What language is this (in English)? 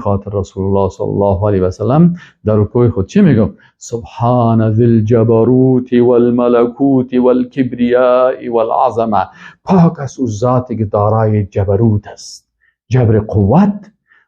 Persian